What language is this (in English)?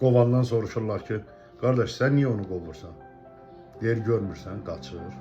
Azerbaijani